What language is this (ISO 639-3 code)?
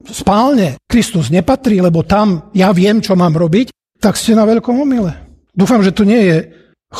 slk